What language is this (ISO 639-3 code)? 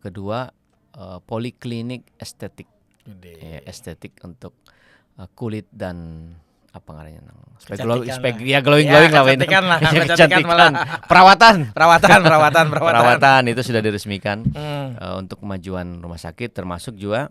bjn